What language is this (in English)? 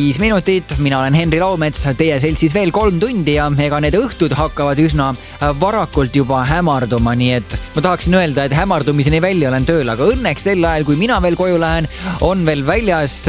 Estonian